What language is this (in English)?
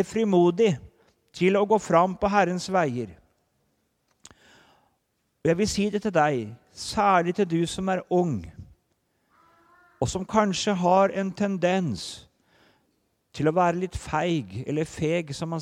Norwegian